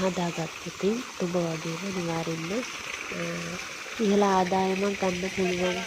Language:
Sinhala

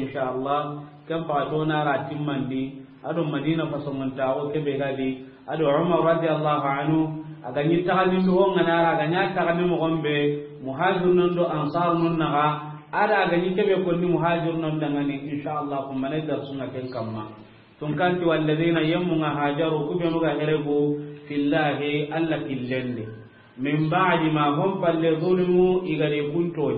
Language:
Soninke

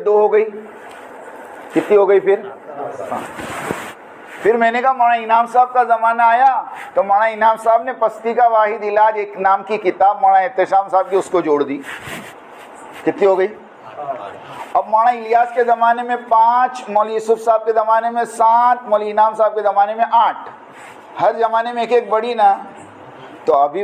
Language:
Urdu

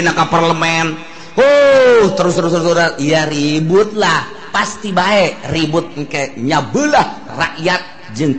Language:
Sundanese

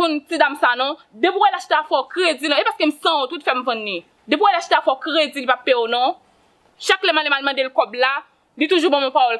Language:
Haitian Creole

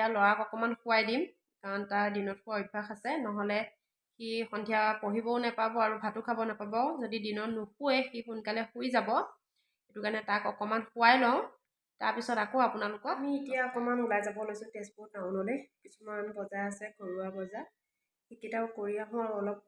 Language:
Assamese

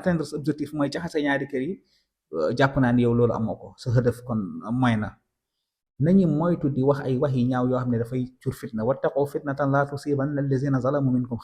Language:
Wolof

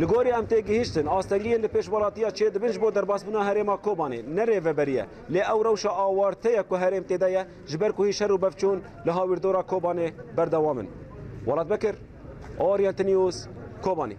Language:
Kurdish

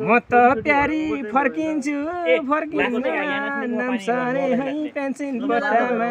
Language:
Nepali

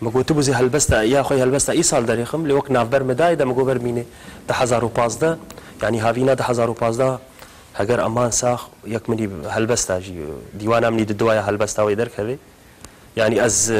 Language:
Kurdish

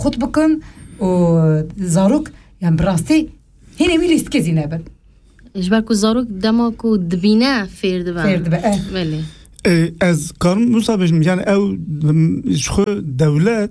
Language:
Kurdish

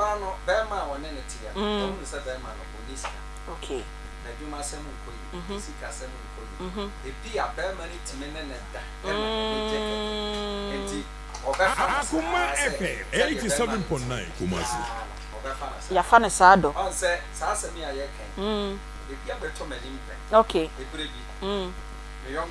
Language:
Akan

